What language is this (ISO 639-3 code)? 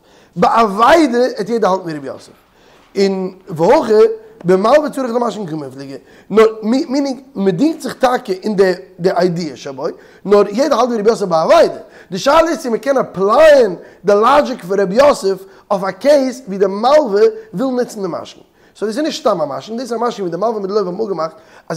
yid